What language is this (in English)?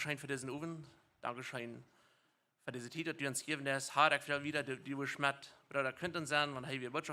Plautdietsch